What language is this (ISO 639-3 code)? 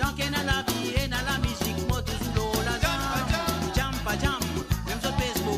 mfe